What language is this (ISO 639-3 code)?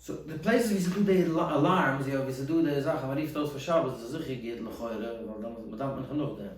yid